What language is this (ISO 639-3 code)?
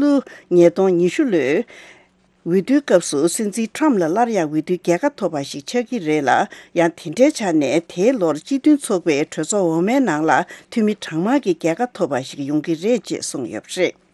bod